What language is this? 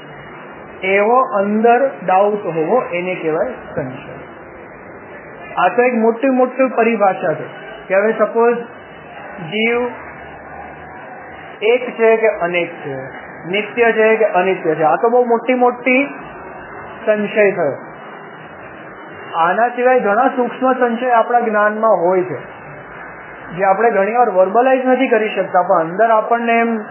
Gujarati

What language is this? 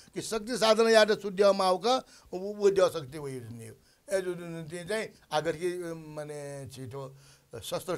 Newari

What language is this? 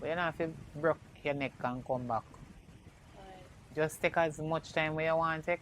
Jamaican Creole English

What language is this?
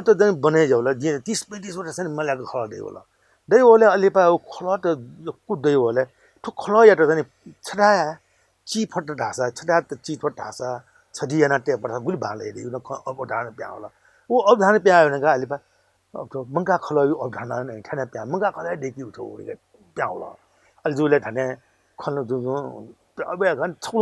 Newari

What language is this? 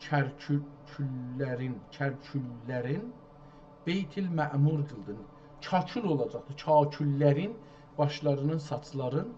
South Azerbaijani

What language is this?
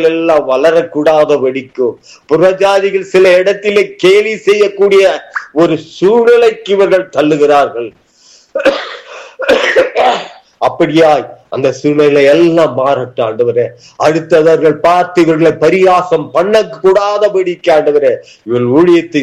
Tamil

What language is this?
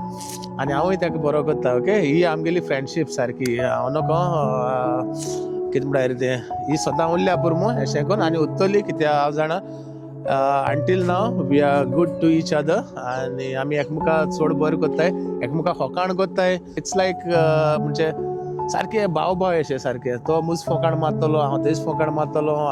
Konkani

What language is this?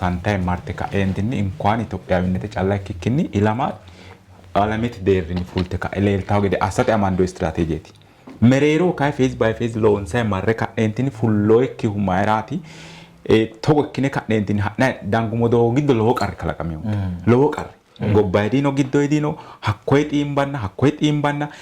Sidamo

